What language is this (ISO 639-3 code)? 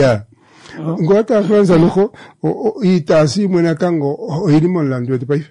kua